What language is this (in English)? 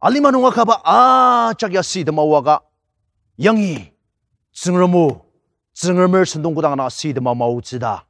Ao Naga